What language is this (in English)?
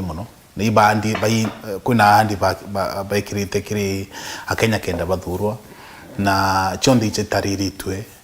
Meru